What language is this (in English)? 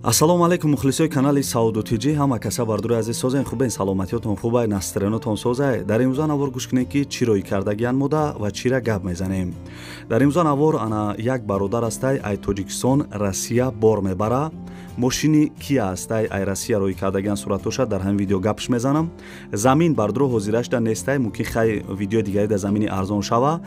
Tajik